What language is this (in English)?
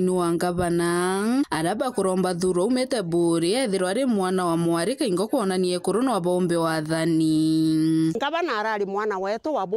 Meru